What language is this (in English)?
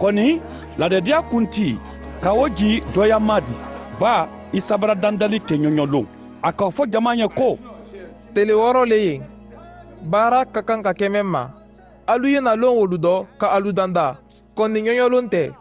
Mandingo